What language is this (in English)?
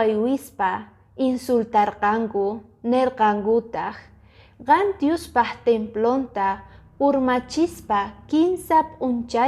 Quechua